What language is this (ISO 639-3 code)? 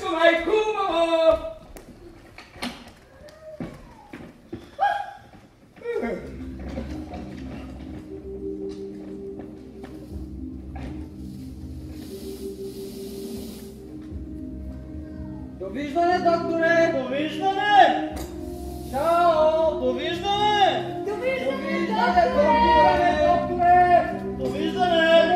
bul